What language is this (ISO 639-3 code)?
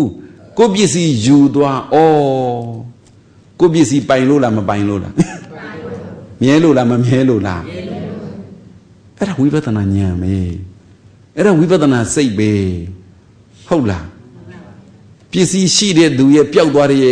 mya